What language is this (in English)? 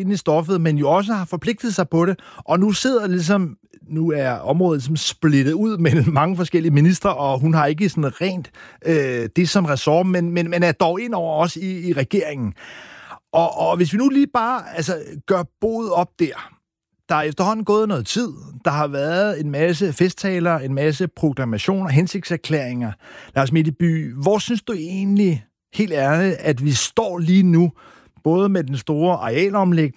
Danish